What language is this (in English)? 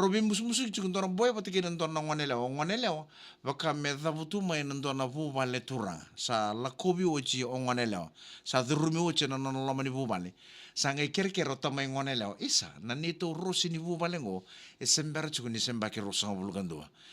Fijian